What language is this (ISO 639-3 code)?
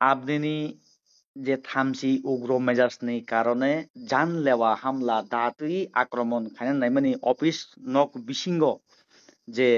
trp